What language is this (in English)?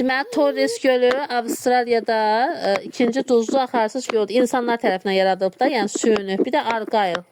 Azerbaijani